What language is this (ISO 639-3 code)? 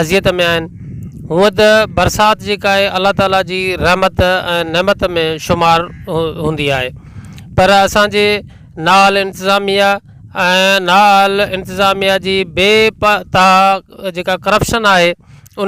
snd